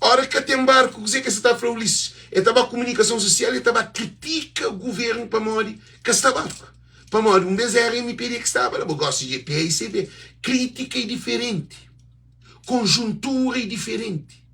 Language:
Kabuverdianu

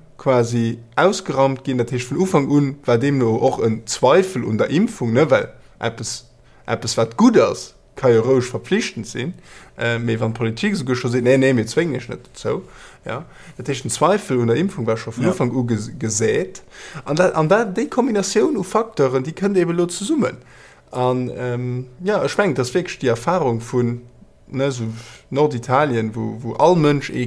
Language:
Luxembourgish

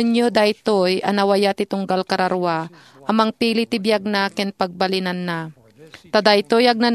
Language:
Iloko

